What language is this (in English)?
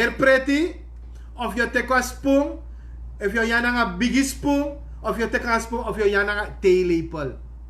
Sranan Tongo